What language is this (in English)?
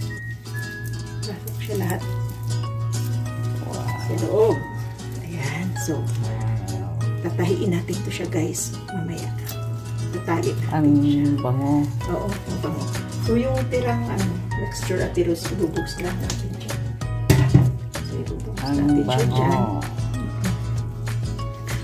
Filipino